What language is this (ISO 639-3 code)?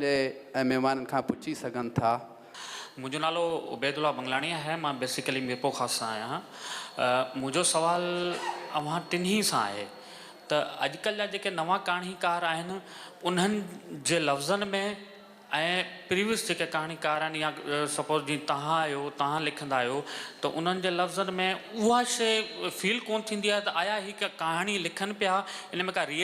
snd